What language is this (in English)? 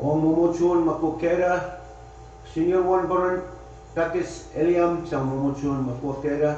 Pohnpeian